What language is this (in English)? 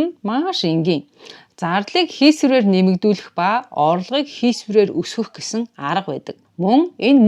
Mongolian